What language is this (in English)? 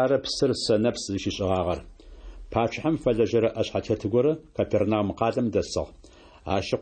Adyghe